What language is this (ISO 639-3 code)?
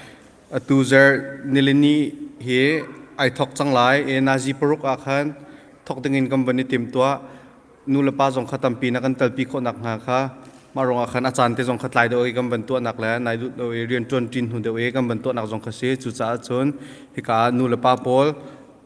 cnh